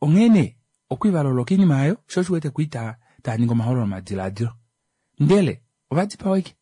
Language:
Kuanyama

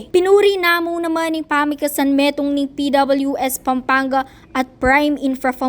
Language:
Pampanga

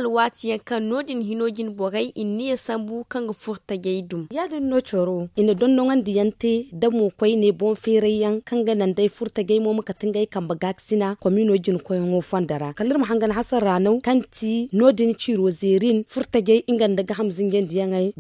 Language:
Zarma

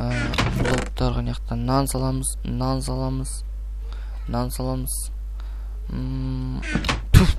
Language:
Kazakh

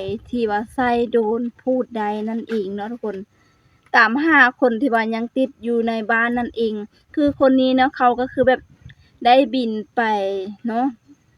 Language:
Lao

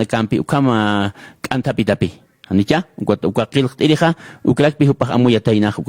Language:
Aymara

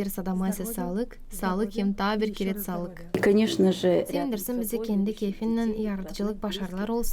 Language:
Gagauz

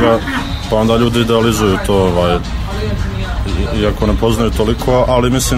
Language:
Serbian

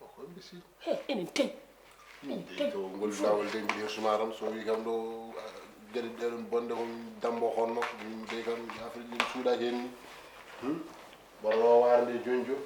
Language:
Fula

